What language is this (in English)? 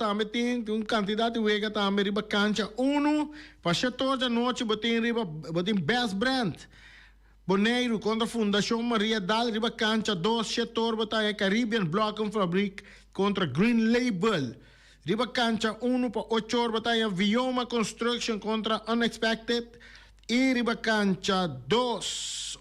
Papiamento